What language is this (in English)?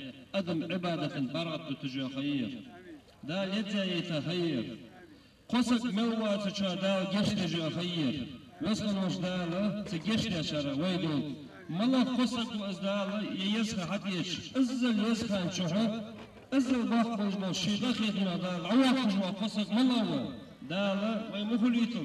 Ingush